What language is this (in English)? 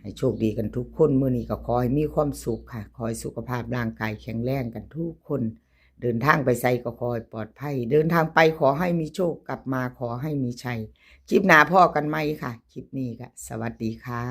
Northeastern Thai